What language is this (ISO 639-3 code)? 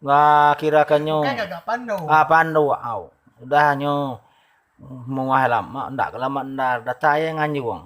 iba